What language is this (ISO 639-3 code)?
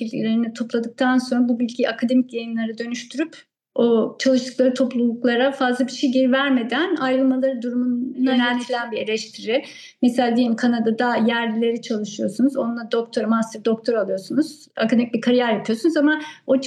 tur